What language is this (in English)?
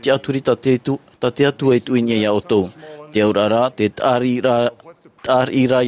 Tahitian